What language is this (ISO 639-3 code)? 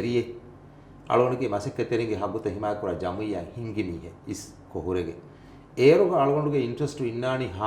div